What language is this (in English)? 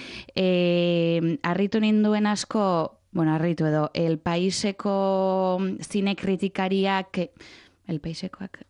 Basque